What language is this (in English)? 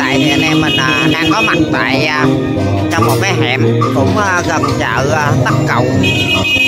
Vietnamese